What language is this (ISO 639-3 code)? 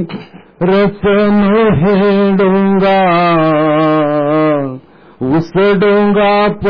mar